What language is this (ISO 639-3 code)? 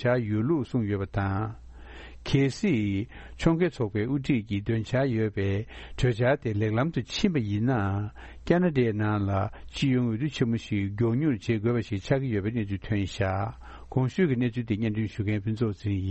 bod